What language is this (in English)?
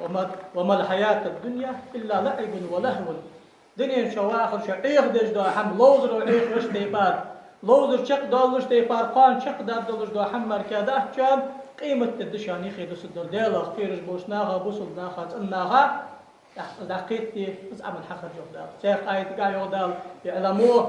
Ingush